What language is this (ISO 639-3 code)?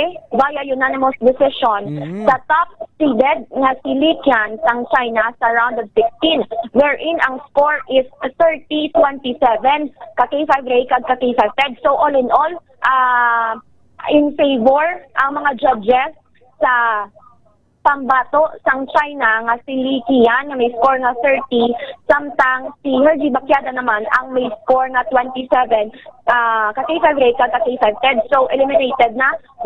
hil